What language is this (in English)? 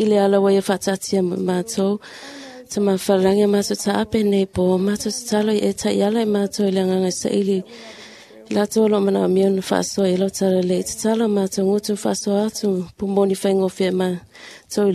Samoan